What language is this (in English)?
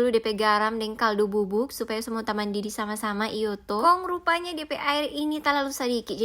Manado Malay